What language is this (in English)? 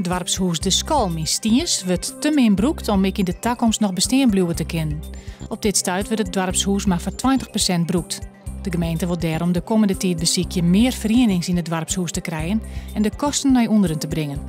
Western Frisian